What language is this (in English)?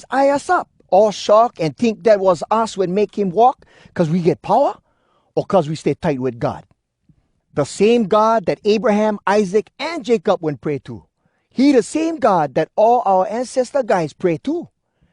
Hawai'i Creole English